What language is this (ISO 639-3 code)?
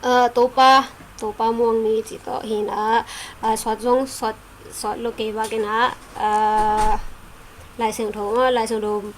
ctd